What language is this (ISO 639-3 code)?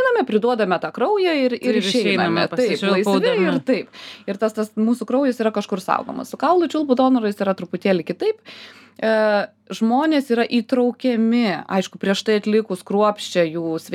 lit